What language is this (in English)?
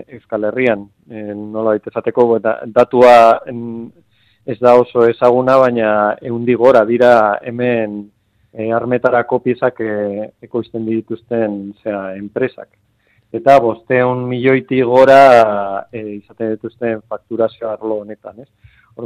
Basque